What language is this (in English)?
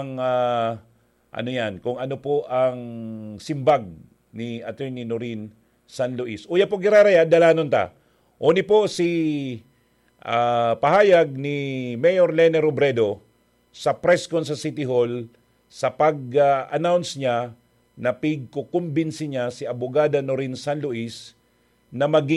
Bikol